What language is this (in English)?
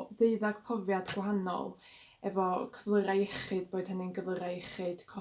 Welsh